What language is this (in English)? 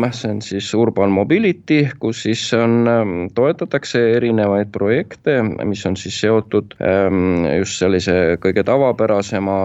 Estonian